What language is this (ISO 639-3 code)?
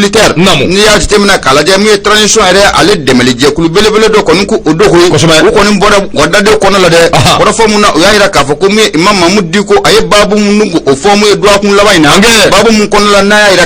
bam